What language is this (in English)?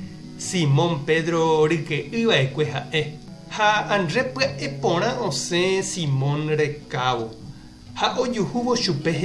Guarani